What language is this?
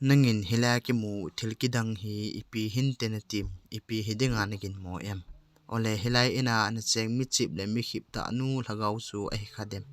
Thado Chin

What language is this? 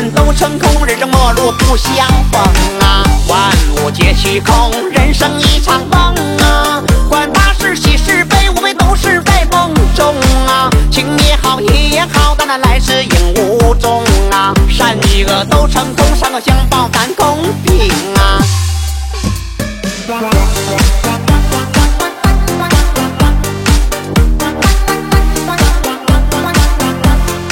Chinese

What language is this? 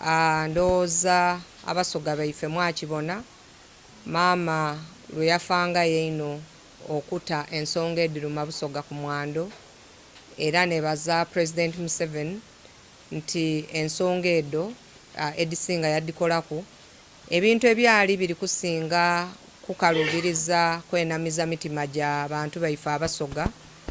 Soga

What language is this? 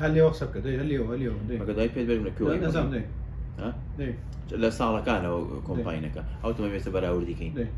Central Kurdish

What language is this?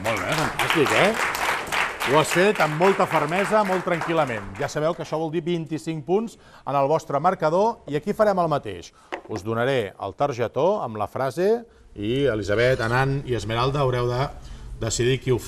Catalan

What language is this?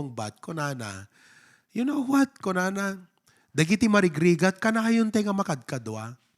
Iloko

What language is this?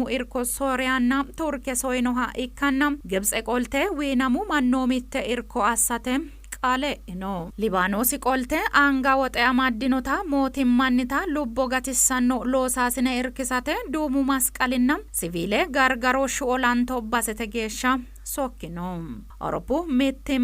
Sidamo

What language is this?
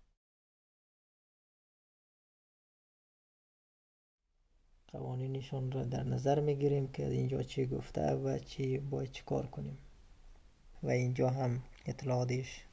Persian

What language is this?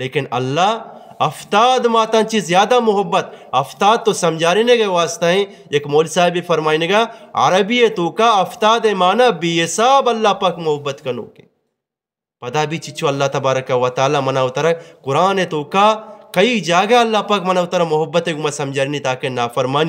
Eastern Balochi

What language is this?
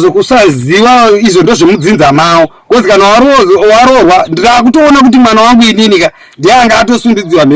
Shona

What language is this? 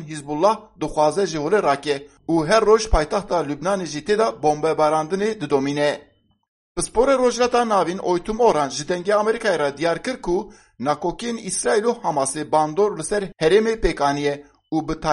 Kurdish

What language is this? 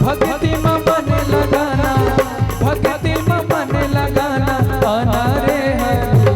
Chhattisgarhi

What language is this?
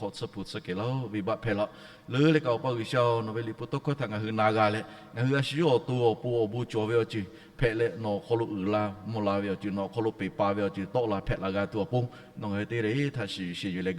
Lahu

